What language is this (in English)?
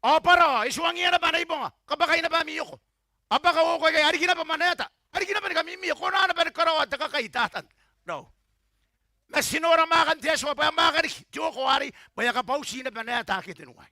Gilbertese